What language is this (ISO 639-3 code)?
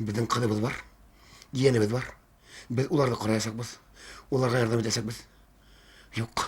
bak